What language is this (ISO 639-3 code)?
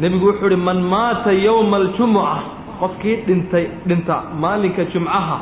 som